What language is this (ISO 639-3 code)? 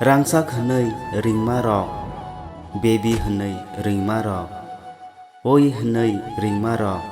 trp